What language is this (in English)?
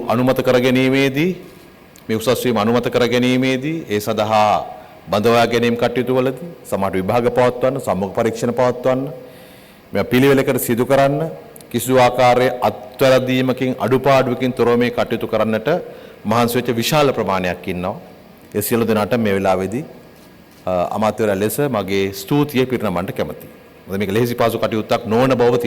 Sinhala